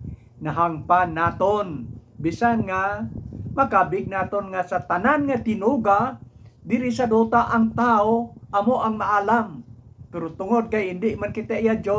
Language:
Hiligaynon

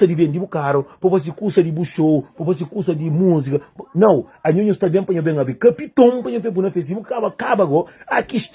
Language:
Kabuverdianu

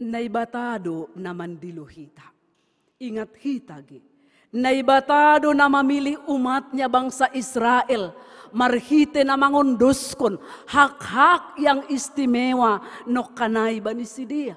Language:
Batak Simalungun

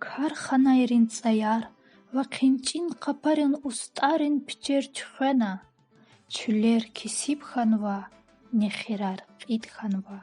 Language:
Lezghian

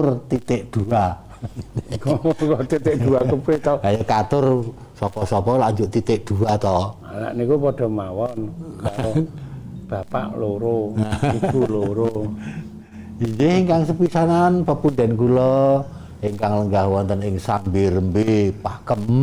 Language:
Javanese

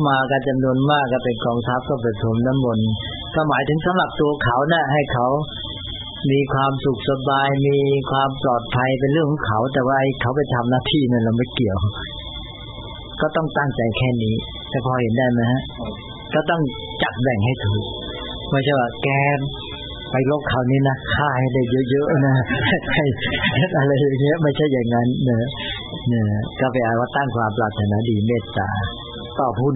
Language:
Thai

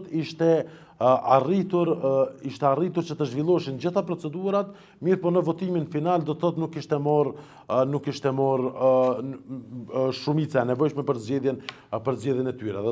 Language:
Albanian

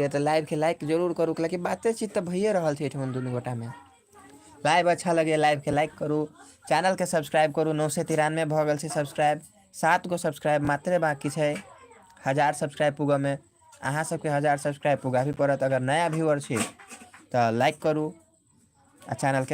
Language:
Maithili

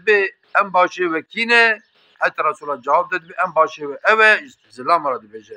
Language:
Kurdish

